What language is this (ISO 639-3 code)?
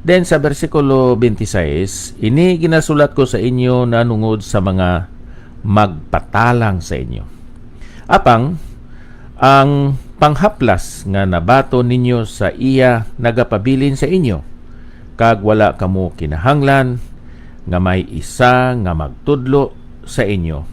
hil